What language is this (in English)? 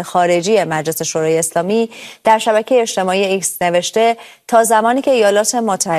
Persian